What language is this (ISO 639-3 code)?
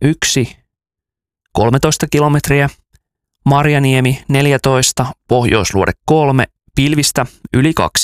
fin